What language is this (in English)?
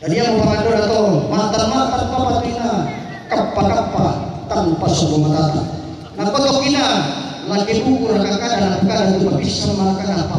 Toraja-Sa'dan